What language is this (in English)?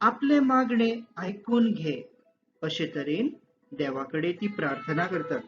Konkani